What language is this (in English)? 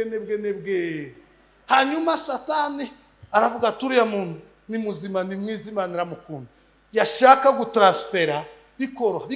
Kinyarwanda